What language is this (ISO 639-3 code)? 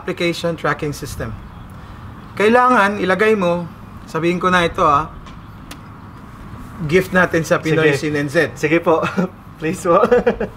fil